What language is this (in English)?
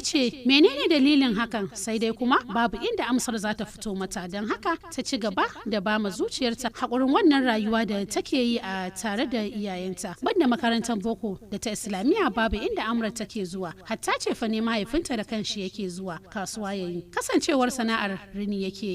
Hausa